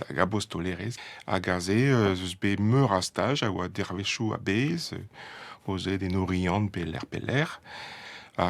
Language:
Breton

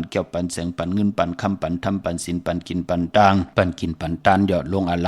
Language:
Shan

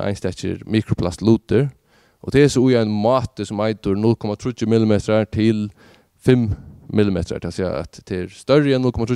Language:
Faroese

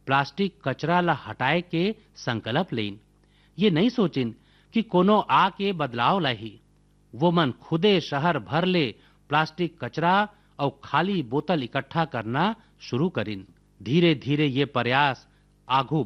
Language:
Chhattisgarhi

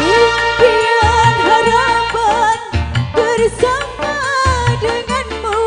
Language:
Betawi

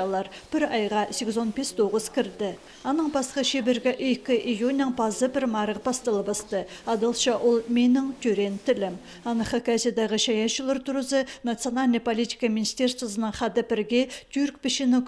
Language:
Khakas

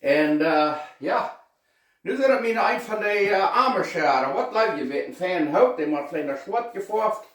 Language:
Plautdietsch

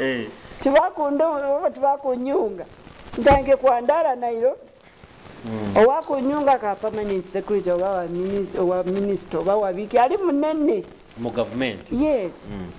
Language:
Nyoro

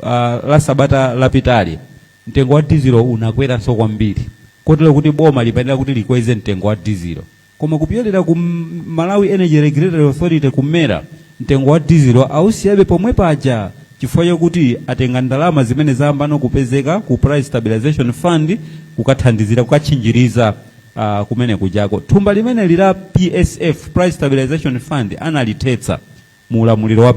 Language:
Nyanja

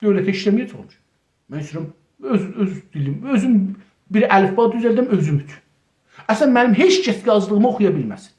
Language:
South Azerbaijani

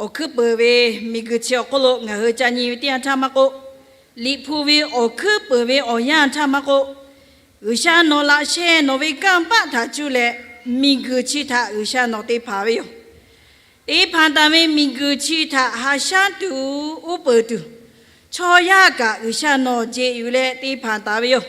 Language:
Lahu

